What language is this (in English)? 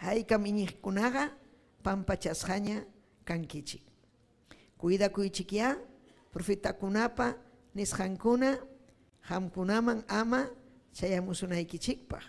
Ayacucho Quechua